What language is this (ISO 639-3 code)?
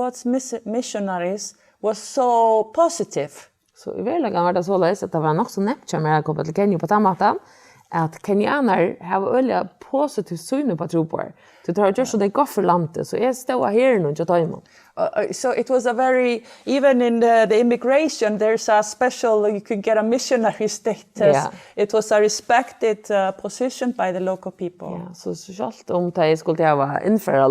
fao